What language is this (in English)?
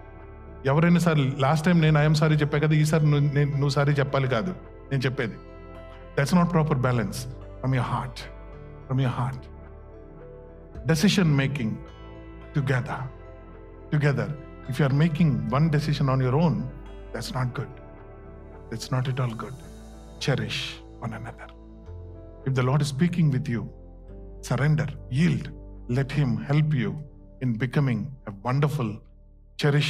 Telugu